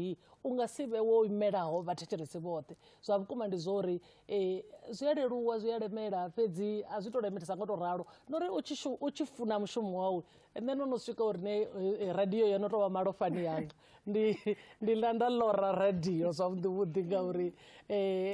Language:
Venda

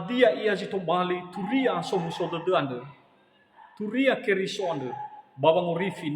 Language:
Nias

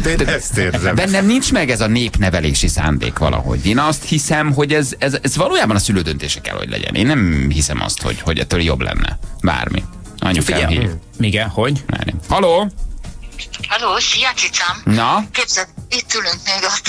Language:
Hungarian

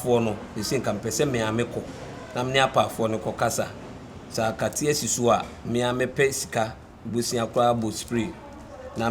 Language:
Akan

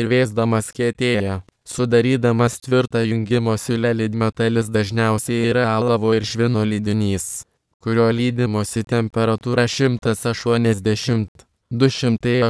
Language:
Lithuanian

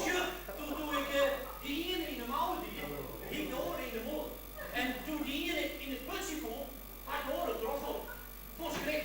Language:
Western Frisian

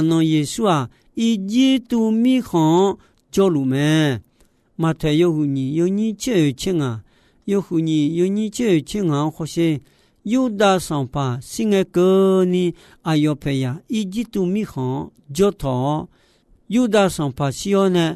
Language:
Akha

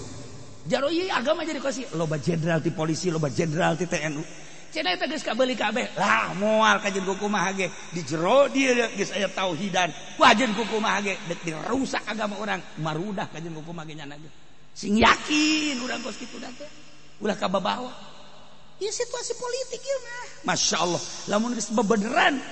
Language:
Sundanese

